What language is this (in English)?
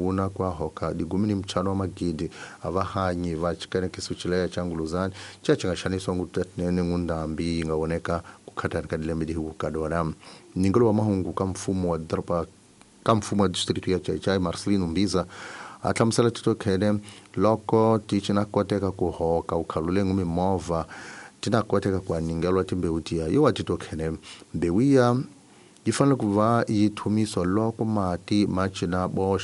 Tsonga